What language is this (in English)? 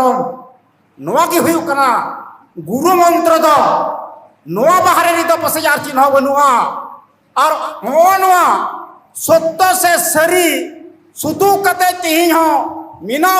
Santali